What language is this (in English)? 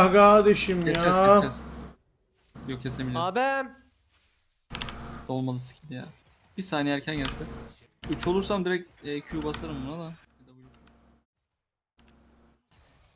Turkish